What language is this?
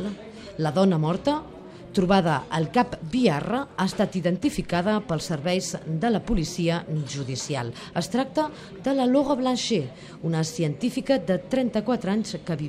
Catalan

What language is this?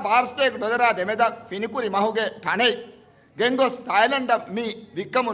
Divehi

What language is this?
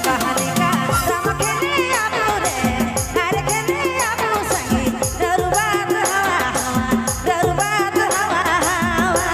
Sadri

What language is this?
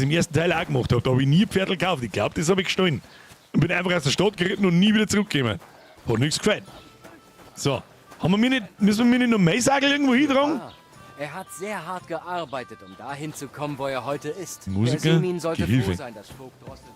Bavarian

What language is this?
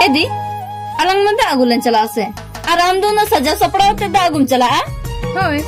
Santali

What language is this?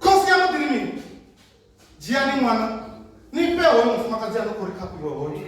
Venda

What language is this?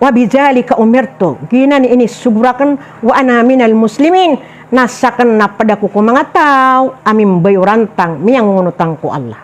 Maranao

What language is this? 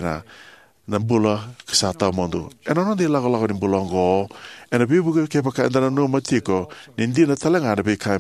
Fijian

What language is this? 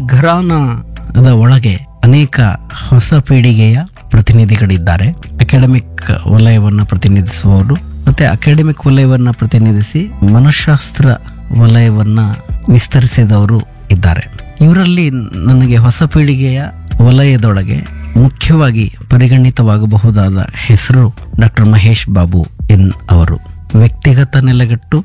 Kannada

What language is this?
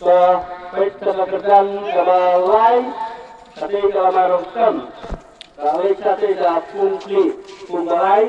Khasi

